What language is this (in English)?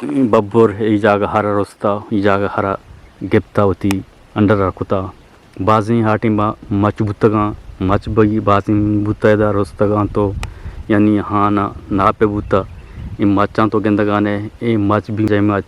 Eastern Balochi